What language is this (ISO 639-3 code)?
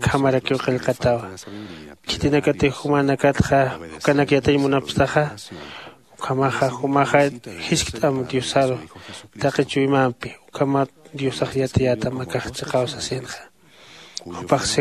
aym